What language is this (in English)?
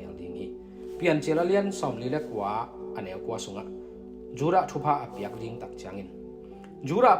Tedim Chin